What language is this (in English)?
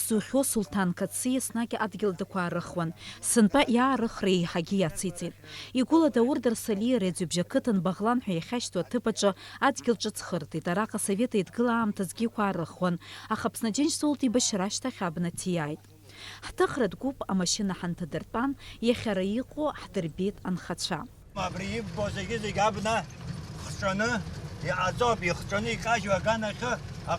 Abkhazian